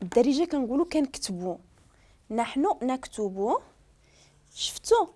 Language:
Moroccan Arabic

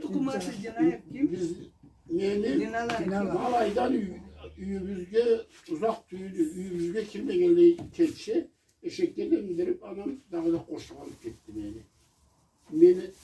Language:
Karachay-Balkar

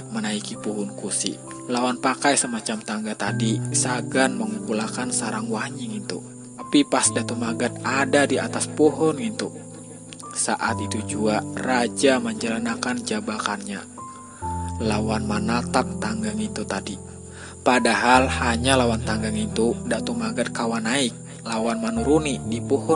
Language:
Banjar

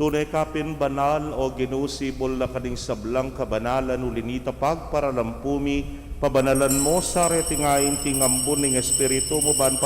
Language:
Pampanga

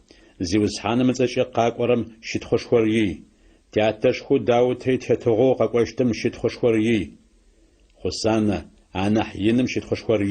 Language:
Adyghe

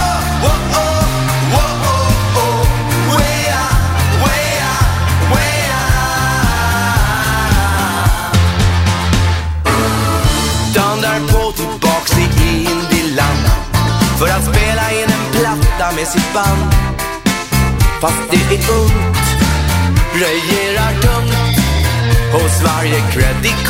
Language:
Swedish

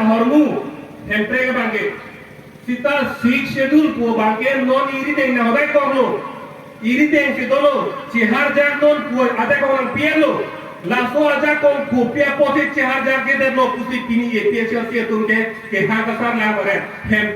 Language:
Karbi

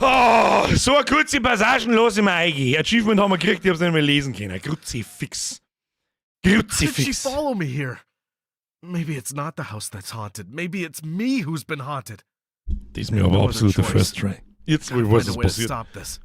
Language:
Bavarian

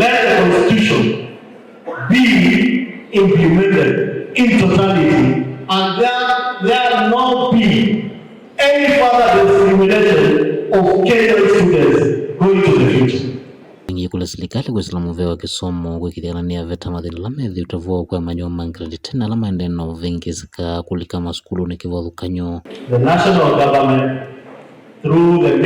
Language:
Kamba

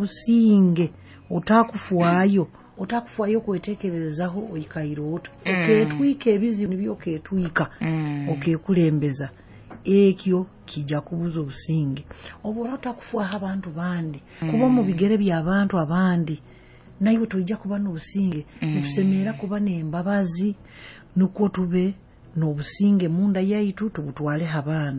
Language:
Nyoro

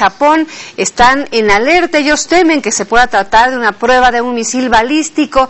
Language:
Spanish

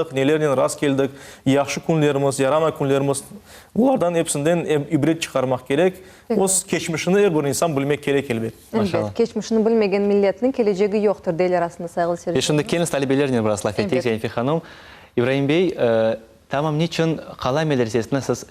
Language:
Crimean Tatar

